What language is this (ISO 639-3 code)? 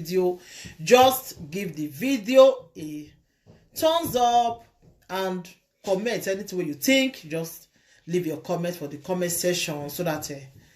pcm